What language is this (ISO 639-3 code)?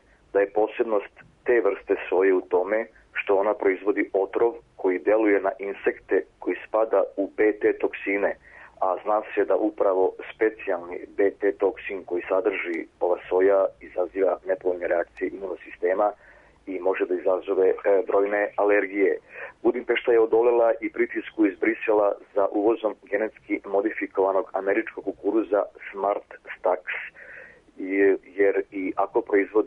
srp